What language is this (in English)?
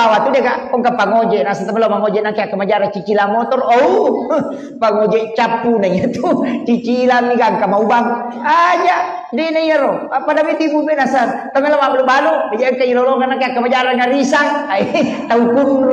Buginese